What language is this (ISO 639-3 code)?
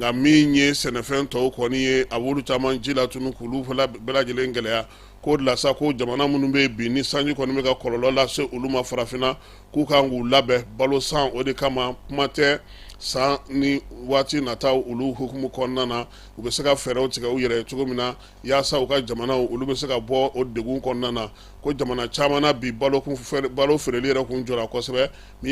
bam